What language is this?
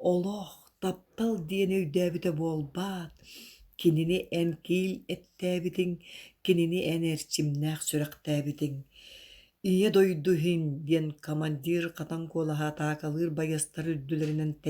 Yakut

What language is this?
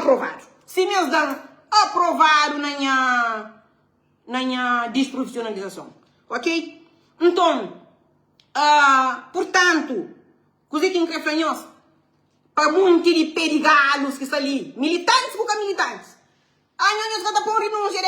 Kabuverdianu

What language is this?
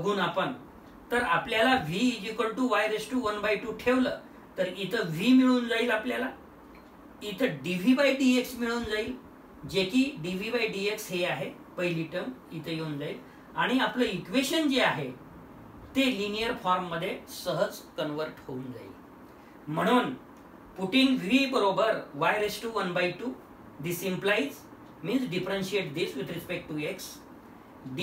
Marathi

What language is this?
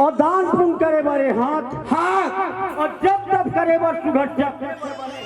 Chhattisgarhi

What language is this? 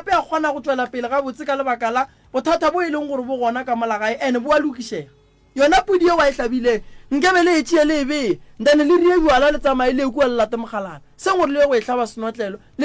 Northern Sotho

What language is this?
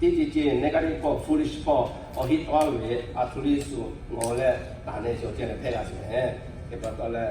Lahu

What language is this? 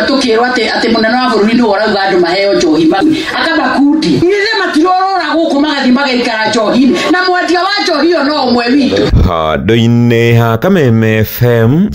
Kikuyu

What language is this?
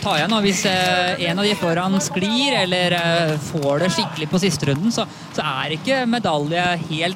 Norwegian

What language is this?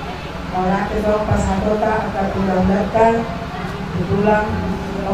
Batak Toba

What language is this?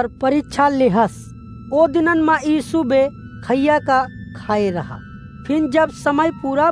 Awadhi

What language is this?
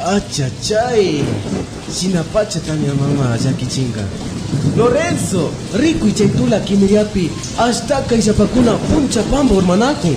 Imbabura Highland Quichua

